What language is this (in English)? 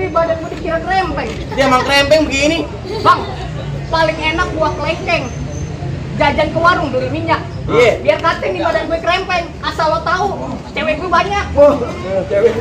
Betawi